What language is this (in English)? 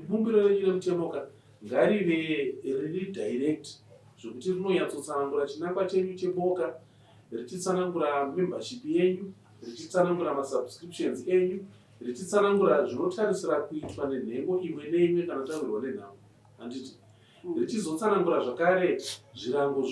Shona